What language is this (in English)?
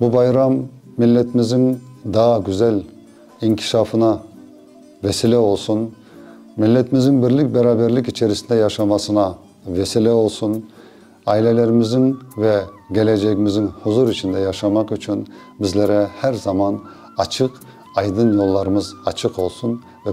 Crimean Tatar